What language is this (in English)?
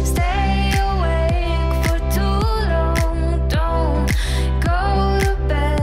English